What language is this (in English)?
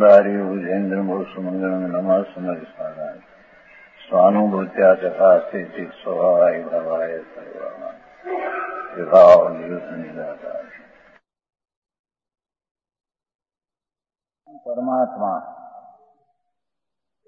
Gujarati